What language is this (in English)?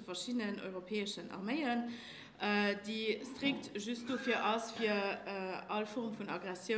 Luxembourgish